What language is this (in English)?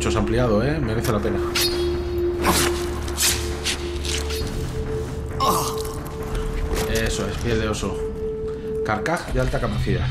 Spanish